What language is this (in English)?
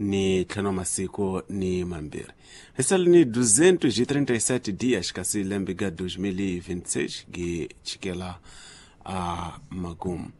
Tsonga